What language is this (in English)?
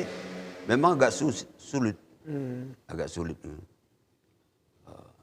Batak Karo